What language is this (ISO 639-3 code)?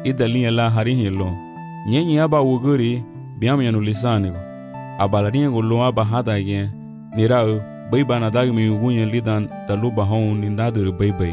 cab